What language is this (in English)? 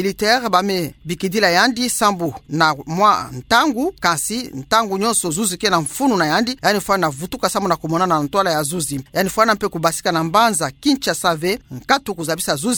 Kituba (Democratic Republic of Congo)